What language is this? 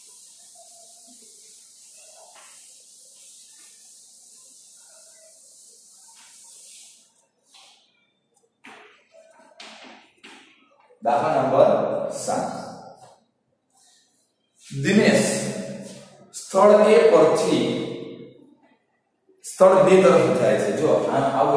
Gujarati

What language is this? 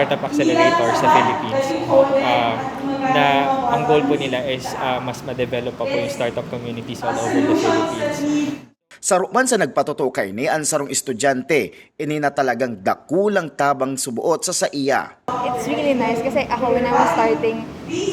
Bikol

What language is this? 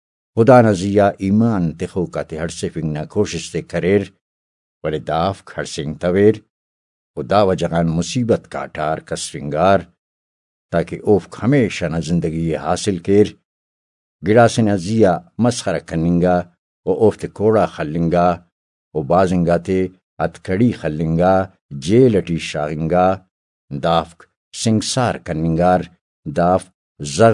Brahui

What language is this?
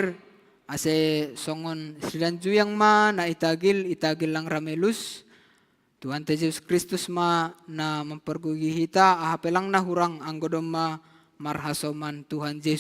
Batak Simalungun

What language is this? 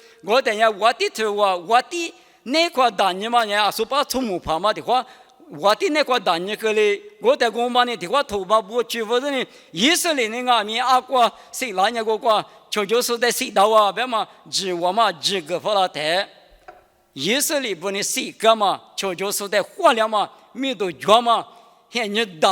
Lisu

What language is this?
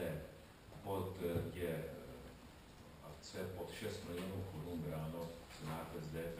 Czech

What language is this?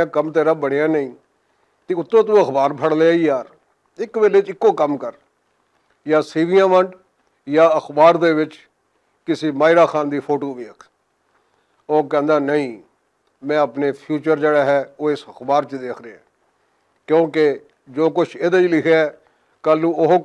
Western Panjabi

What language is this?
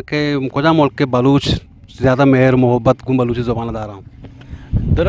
Eastern Balochi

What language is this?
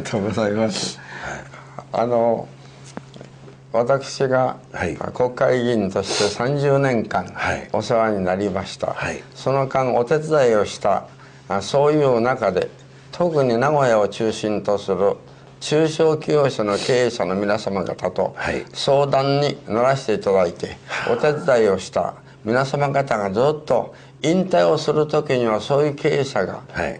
Japanese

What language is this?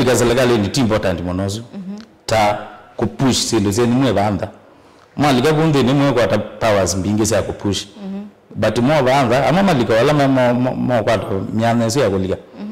Kamba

